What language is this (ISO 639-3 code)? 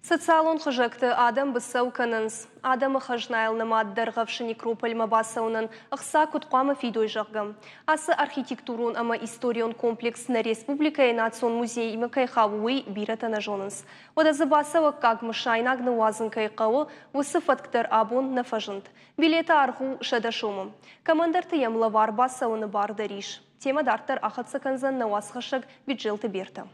oss